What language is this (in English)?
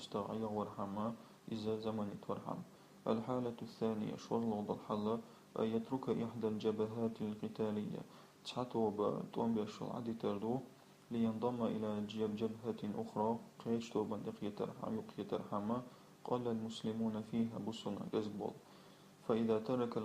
Chechen